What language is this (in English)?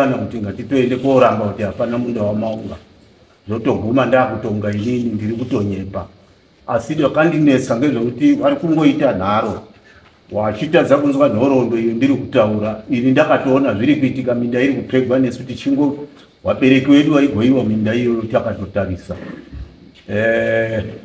Shona